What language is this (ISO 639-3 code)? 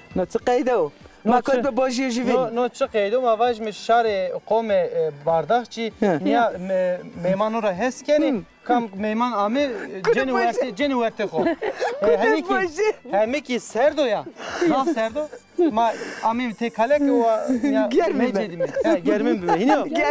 zza